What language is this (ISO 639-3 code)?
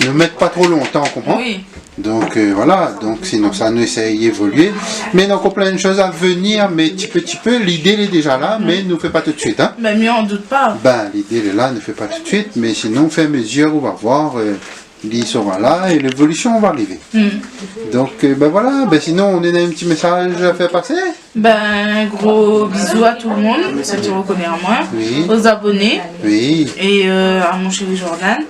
rcf